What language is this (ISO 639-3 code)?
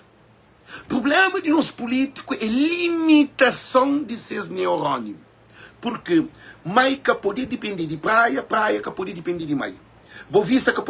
kea